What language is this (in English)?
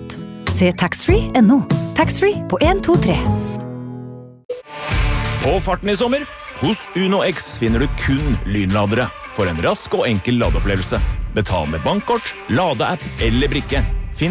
Norwegian